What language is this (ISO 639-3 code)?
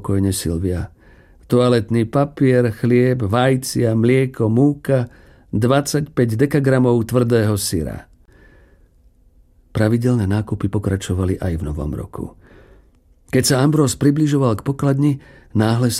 slk